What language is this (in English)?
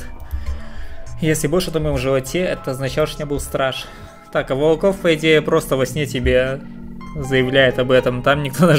Russian